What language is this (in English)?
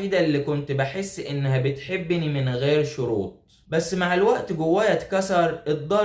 Egyptian Arabic